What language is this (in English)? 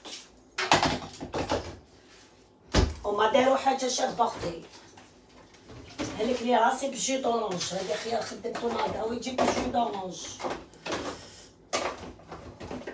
Algerian Arabic